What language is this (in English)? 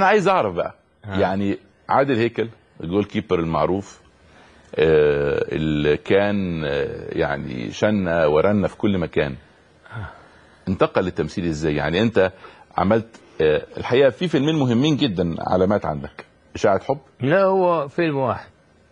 Egyptian Arabic